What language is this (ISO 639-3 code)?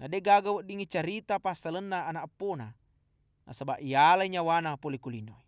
bug